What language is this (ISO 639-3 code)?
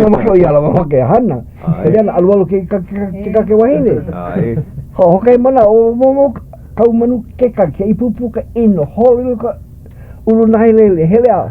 haw